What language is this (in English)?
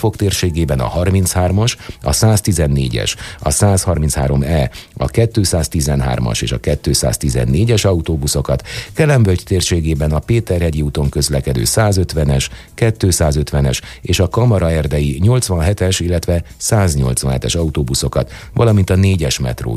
Hungarian